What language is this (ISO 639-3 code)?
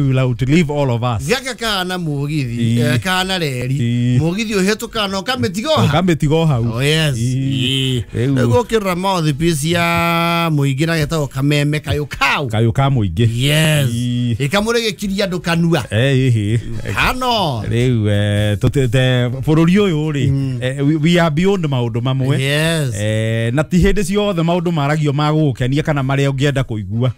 kik